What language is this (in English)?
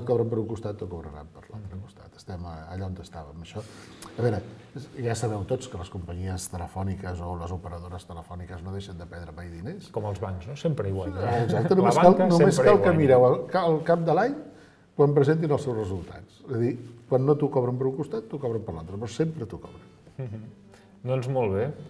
Catalan